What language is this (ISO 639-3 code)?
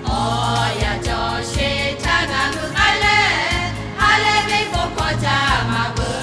lhu